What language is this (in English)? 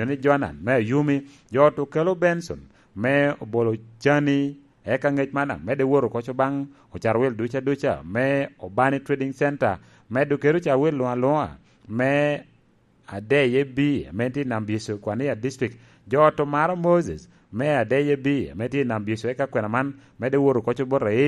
Lango (Uganda)